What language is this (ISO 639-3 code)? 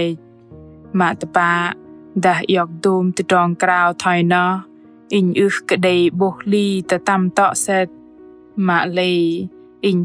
bdq